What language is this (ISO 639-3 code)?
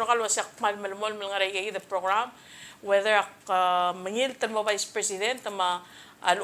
pau